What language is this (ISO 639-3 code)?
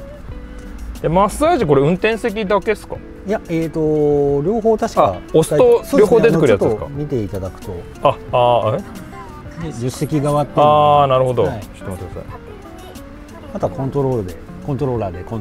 jpn